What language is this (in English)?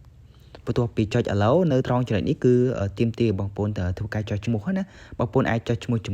Khmer